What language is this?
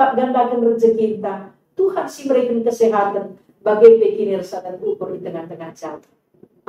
Batak Karo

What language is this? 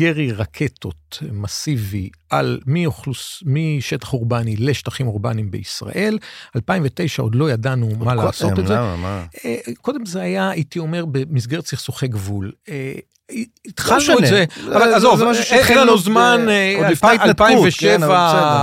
Hebrew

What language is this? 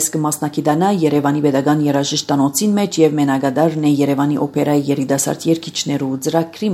Armenian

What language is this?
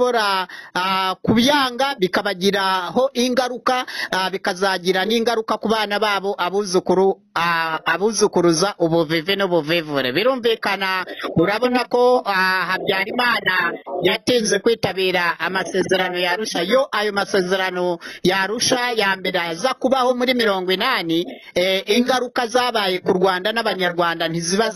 Kinyarwanda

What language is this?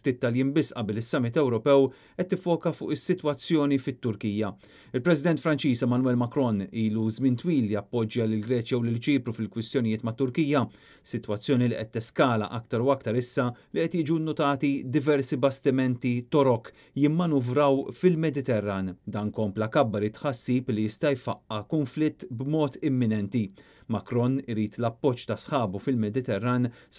Maltese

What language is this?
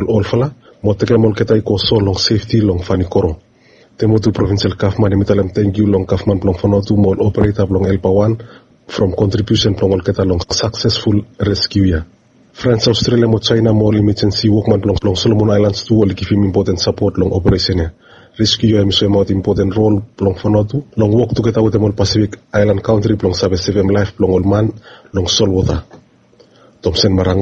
Bislama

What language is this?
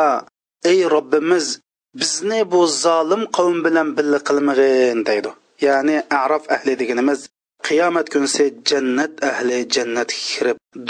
Uyghur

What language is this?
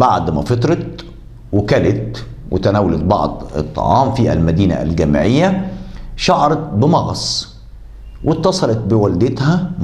Egyptian Arabic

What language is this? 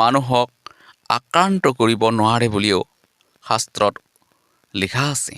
Assamese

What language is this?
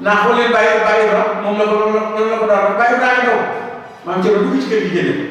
Wolof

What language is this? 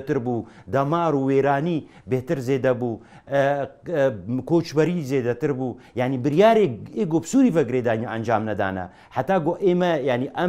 Kurdish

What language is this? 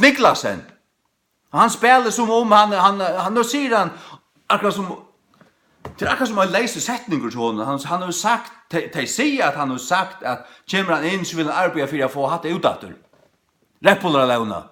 Faroese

